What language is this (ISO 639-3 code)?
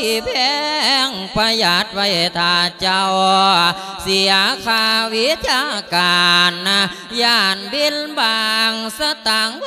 lao